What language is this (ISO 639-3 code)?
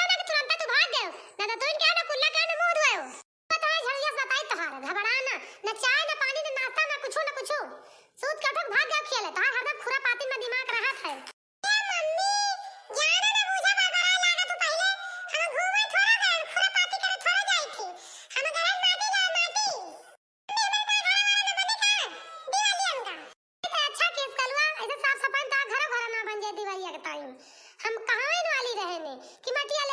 awa